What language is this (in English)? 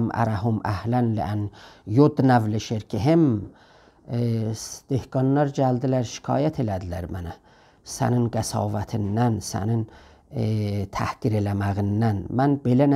South Azerbaijani